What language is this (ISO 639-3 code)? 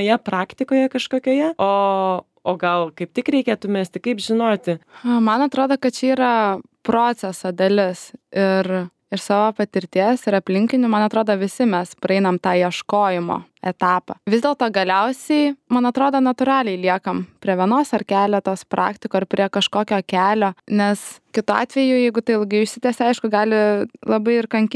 lit